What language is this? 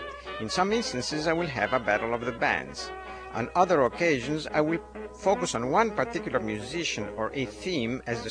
English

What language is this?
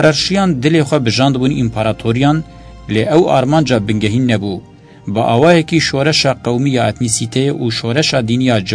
Kurdish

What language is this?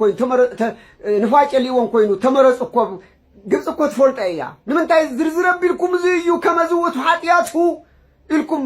Tigrinya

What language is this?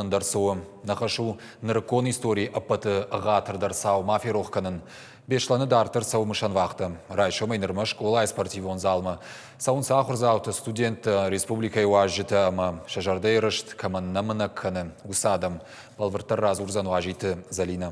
Ossetic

